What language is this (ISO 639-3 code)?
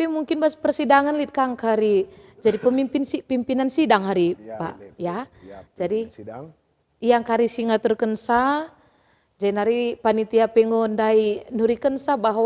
btx